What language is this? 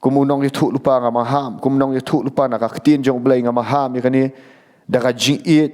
Khasi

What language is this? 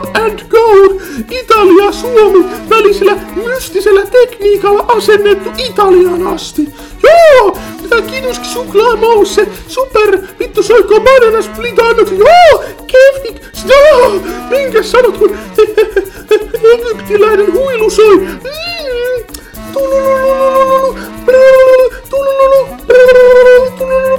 Finnish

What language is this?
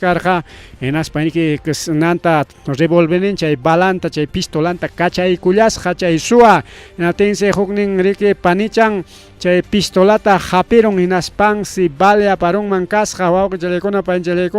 Ayacucho Quechua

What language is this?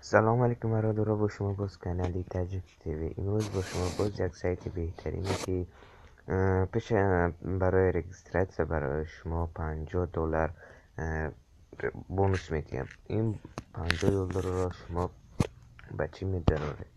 Tajik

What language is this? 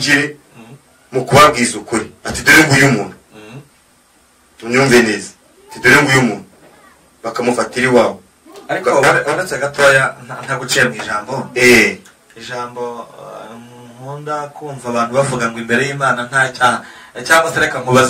Kinyarwanda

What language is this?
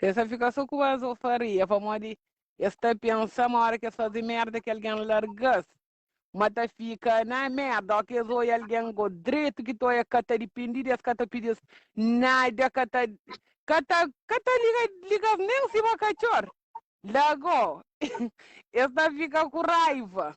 Kabuverdianu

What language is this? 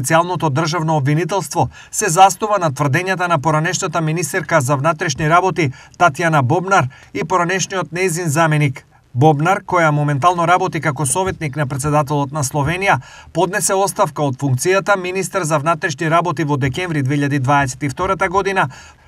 Macedonian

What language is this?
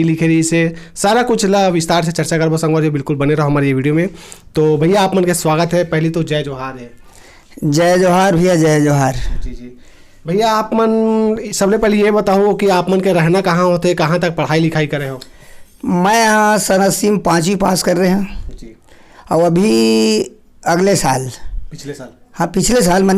Chhattisgarhi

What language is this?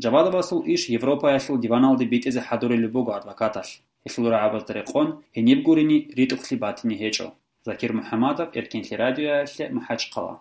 Avaric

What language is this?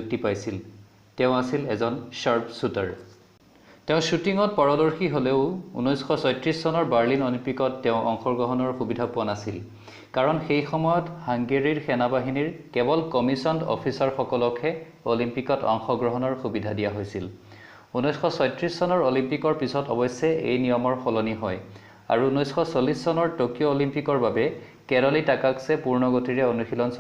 Assamese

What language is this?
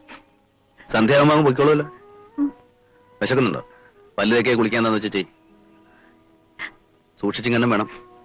Malayalam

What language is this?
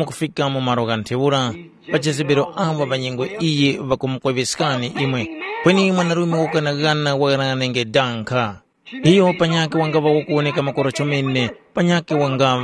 Tumbuka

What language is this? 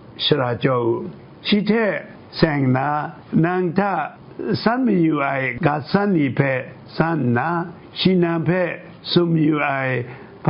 Kachin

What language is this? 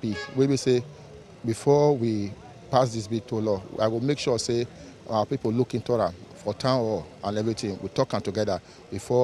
Nigerian Pidgin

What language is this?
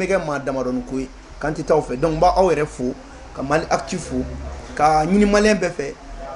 Bambara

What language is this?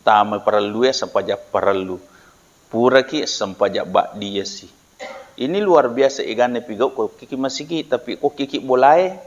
Buginese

